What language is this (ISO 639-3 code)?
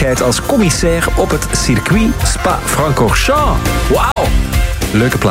nld